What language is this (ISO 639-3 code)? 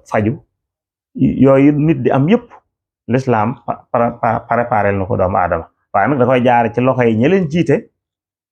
wol